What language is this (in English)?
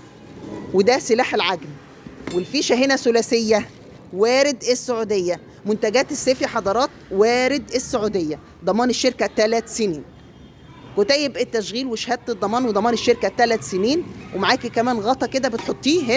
Egyptian Arabic